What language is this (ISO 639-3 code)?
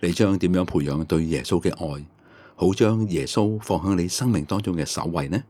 yue